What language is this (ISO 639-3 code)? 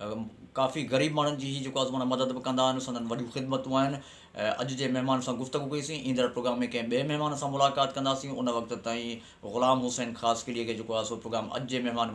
snd